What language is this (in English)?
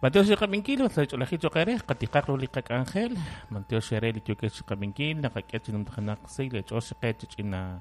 Kekchí